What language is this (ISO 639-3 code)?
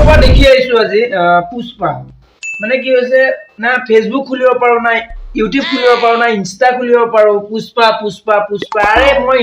asm